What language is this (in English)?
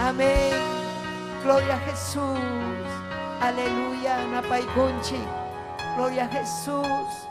Ayacucho Quechua